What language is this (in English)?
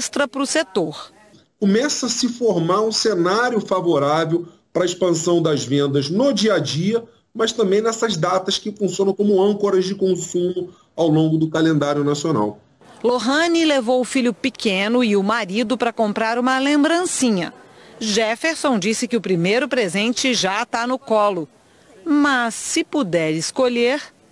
Portuguese